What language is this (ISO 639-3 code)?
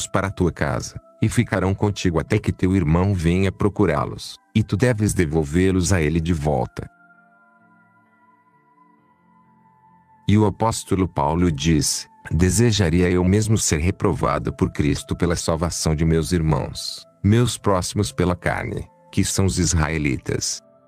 por